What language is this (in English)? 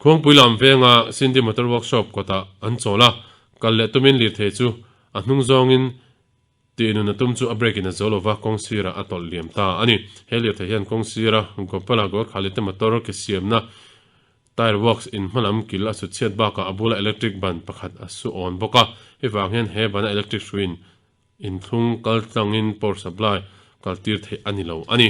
Mizo